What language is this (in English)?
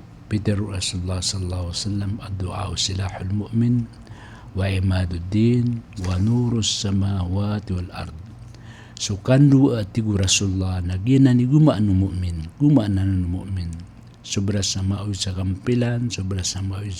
Maranao